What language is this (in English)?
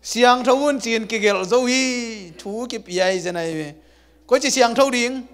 Tedim Chin